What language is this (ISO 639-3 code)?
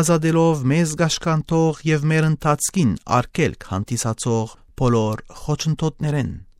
hyw